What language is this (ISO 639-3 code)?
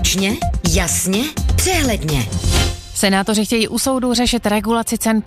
ces